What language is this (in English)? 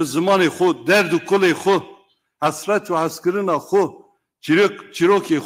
Kurdish